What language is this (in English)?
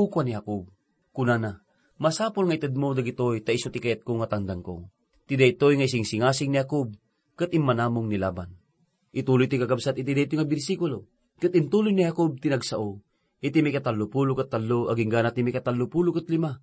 Iloko